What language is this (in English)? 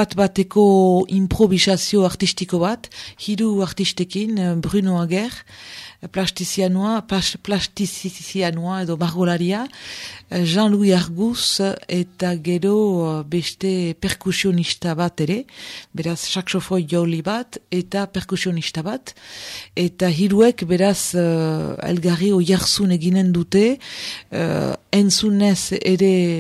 Basque